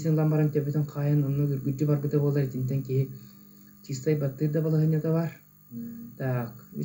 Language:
Yakut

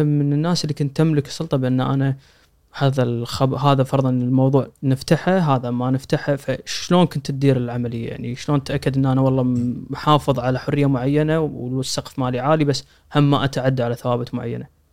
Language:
Gulf Arabic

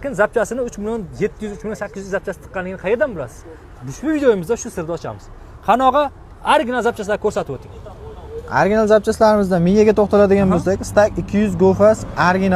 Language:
Uzbek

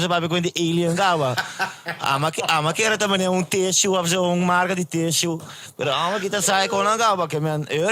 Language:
Papiamento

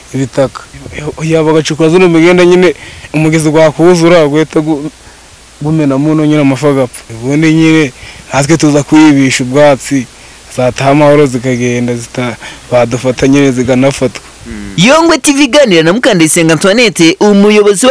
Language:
Kinyarwanda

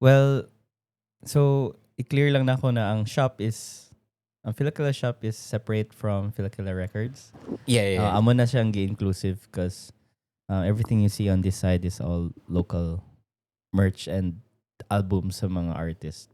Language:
Cebuano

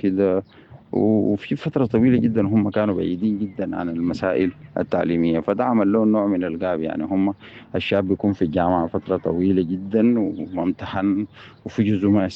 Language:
Sudanese Arabic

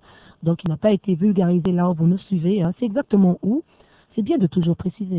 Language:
French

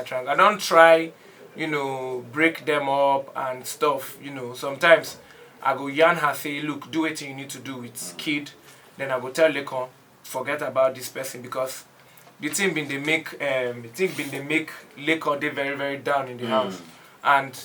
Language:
Nigerian Pidgin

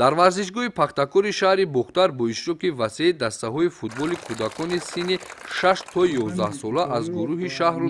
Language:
Tajik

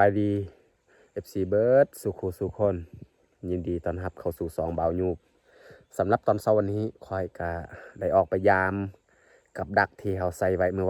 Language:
Lao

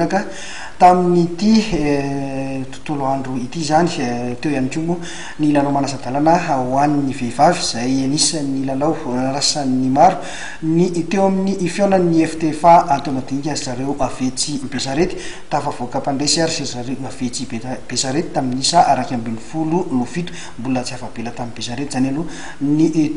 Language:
Malagasy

